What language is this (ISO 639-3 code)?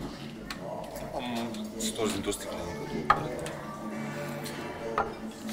ron